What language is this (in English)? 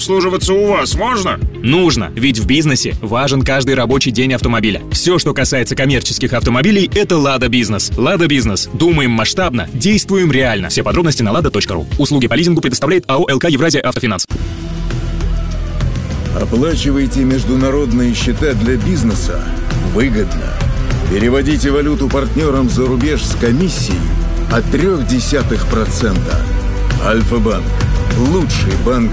Russian